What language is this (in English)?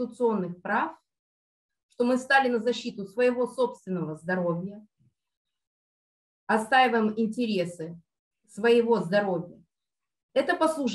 Russian